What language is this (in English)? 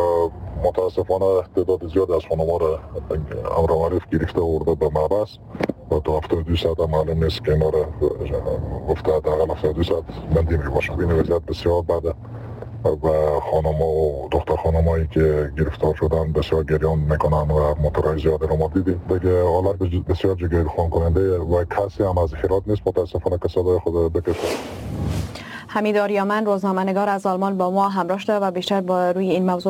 Persian